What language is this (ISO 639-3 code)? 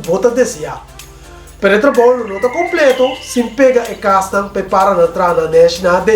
pap